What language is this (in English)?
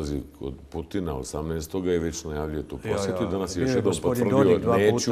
Croatian